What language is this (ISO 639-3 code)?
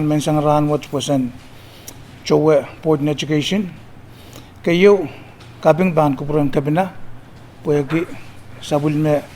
pon